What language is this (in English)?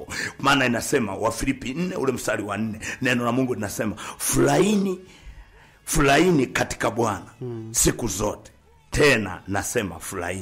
Swahili